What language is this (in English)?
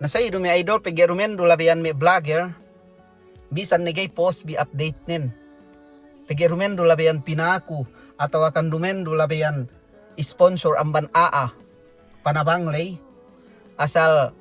Yakan